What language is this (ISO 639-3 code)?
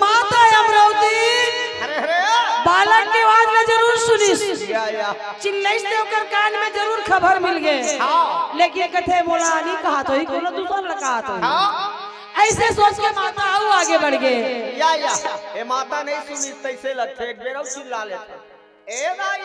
hne